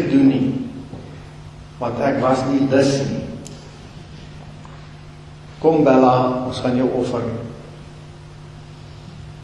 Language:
Afrikaans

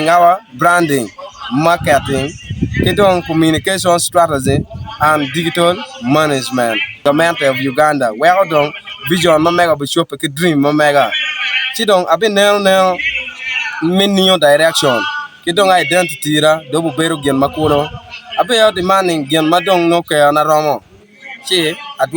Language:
Acoli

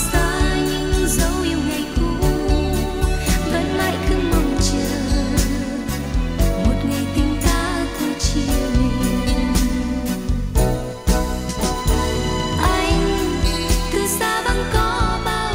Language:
Vietnamese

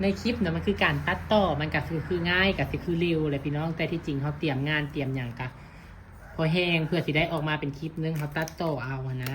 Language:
Lao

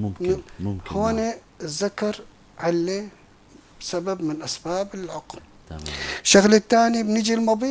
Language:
North Levantine Arabic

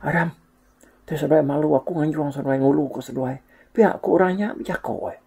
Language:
Iban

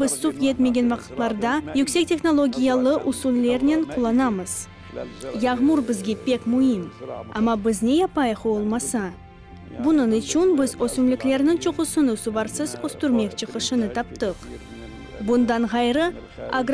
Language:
Crimean Tatar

